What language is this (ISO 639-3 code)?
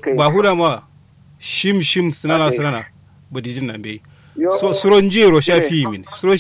kau